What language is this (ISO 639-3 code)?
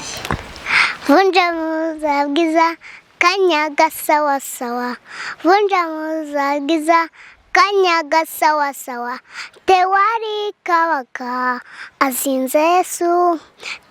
kin